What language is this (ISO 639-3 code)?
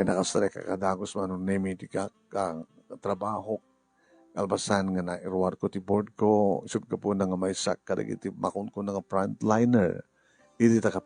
ilo